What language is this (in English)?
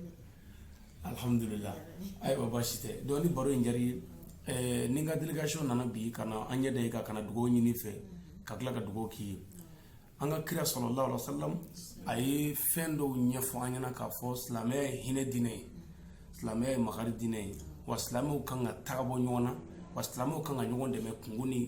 Bambara